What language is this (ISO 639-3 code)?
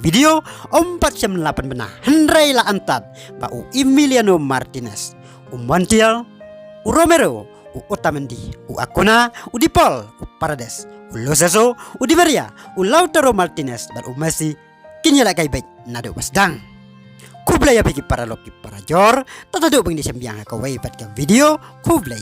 kha